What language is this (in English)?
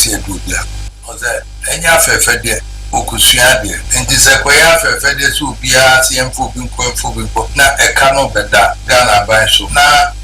Akan